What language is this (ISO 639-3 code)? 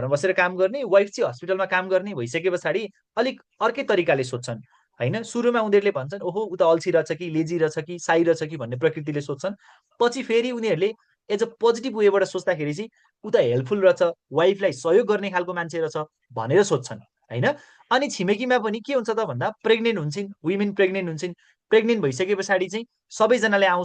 nep